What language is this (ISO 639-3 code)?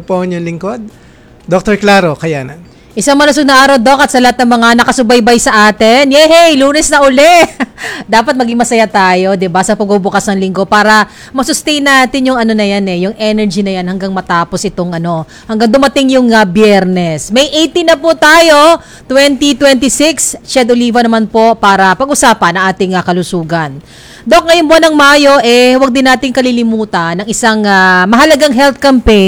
fil